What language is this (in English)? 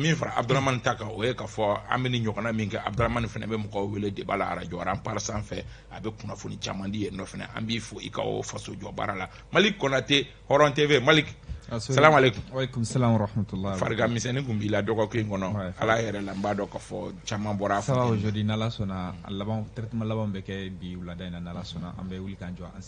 Bambara